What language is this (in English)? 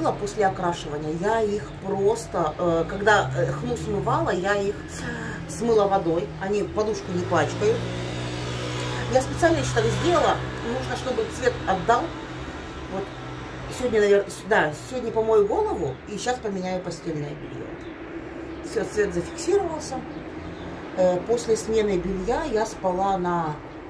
Russian